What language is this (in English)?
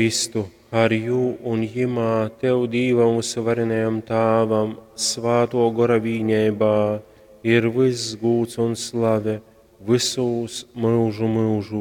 Latgalian